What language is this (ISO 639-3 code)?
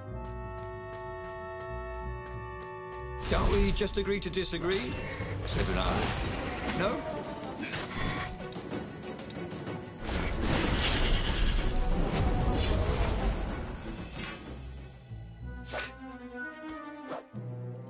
eng